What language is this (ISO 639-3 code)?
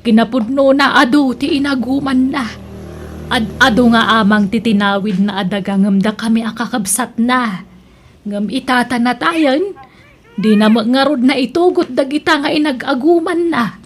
ilo